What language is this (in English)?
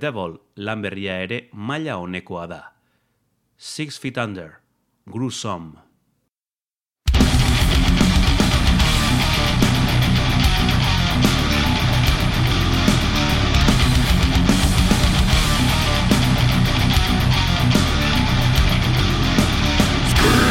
Basque